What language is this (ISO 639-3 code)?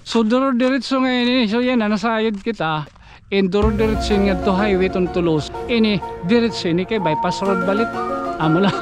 war